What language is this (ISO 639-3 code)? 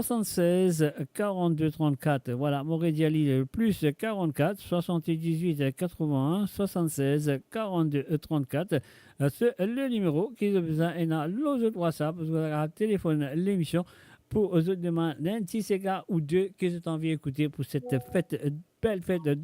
mfe